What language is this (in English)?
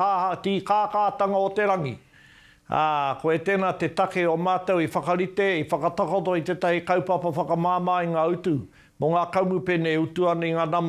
Māori